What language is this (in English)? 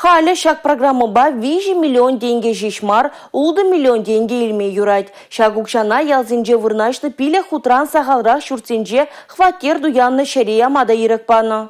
Chuvash